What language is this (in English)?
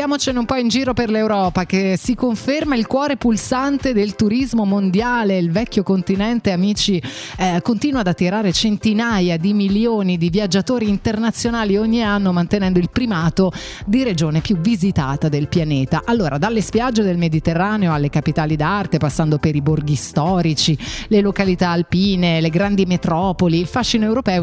Italian